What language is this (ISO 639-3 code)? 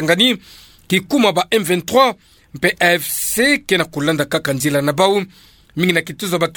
ktu